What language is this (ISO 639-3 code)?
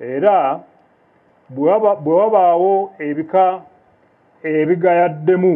lug